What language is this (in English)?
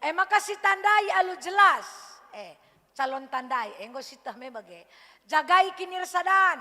Batak Karo